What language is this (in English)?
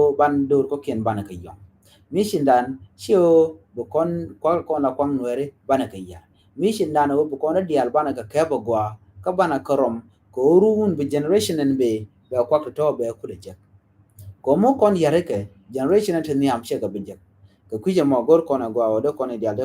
Nuer